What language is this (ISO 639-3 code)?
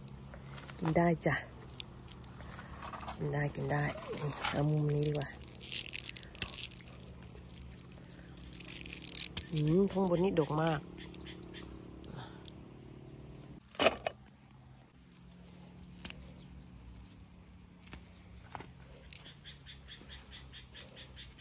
tha